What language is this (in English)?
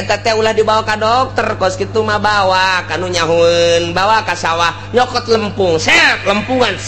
Sundanese